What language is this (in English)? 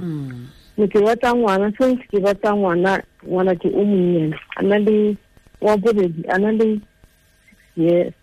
Tswana